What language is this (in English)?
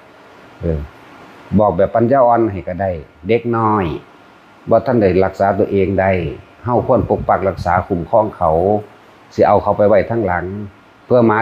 Lao